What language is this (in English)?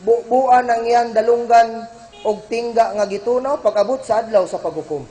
Cebuano